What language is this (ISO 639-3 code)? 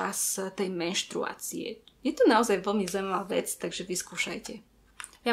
slk